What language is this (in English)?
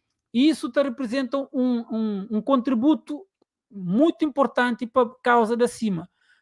Kabuverdianu